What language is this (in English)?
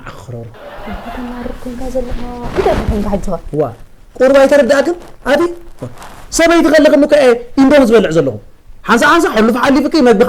Tigrinya